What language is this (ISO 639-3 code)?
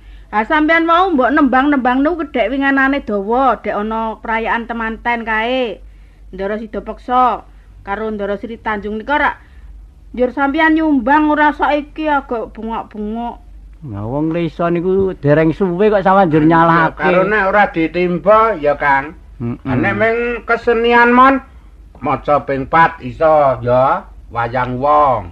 jav